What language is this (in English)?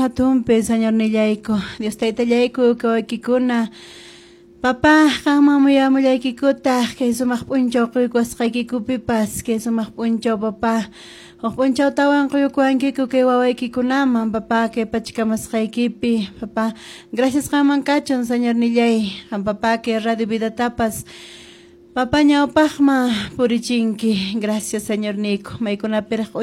Quechua